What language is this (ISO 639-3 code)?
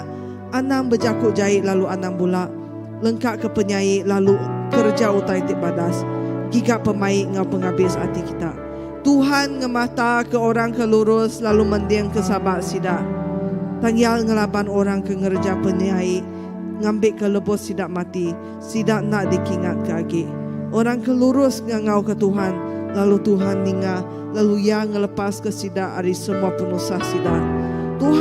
iba